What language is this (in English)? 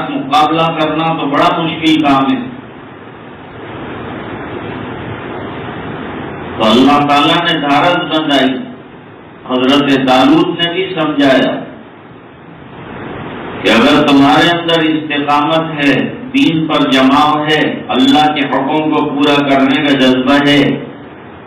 Urdu